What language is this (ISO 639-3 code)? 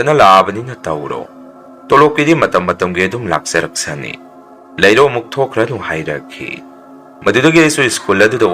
mni